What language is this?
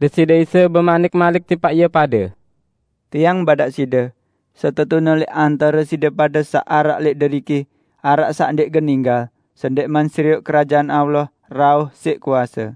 Sasak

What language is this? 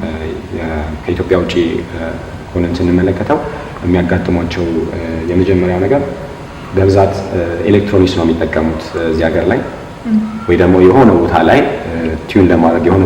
Amharic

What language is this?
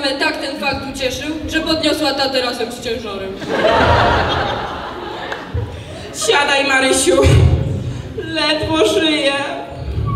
Polish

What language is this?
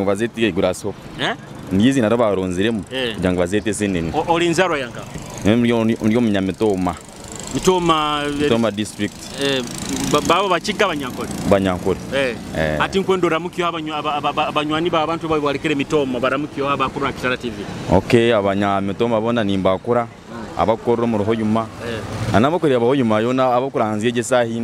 Nyoro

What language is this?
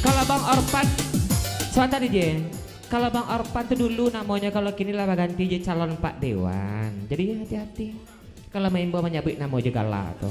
Minangkabau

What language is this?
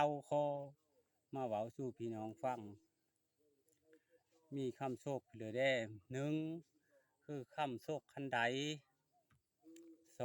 Lao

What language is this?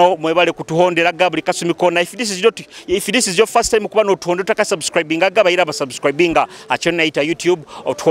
Nyoro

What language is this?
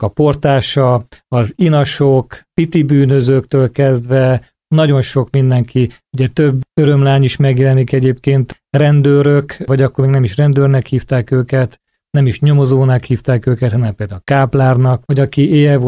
Hungarian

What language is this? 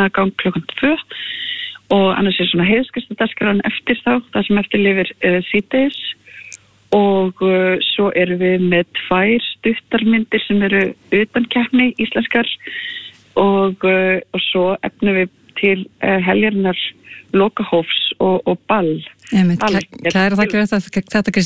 Icelandic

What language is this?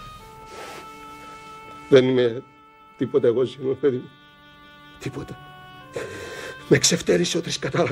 Greek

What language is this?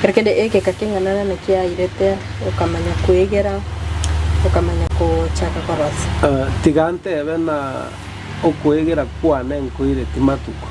Gusii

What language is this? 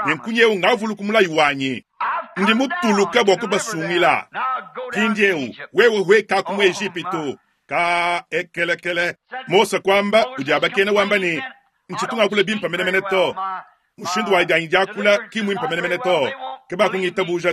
Luba-Lulua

